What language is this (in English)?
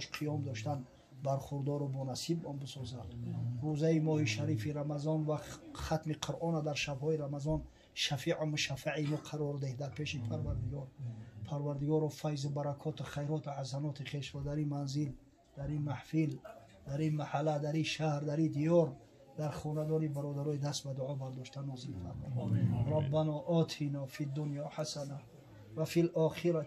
Tajik